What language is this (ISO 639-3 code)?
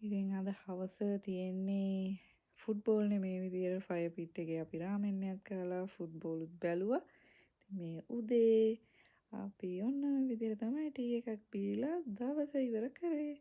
sin